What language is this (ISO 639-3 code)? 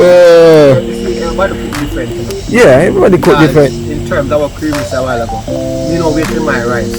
jam